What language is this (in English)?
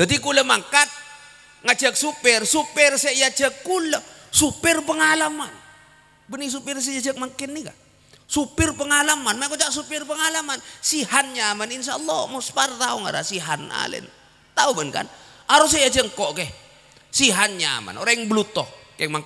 Madurese